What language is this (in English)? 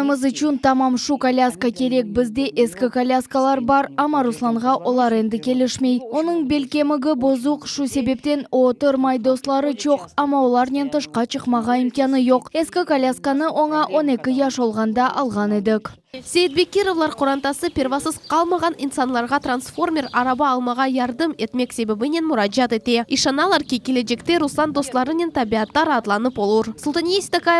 Crimean Tatar